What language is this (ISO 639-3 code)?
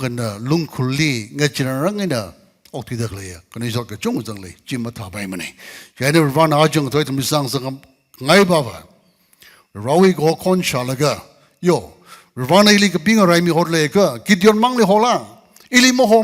nmf